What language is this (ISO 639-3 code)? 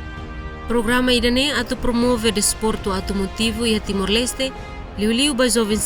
tet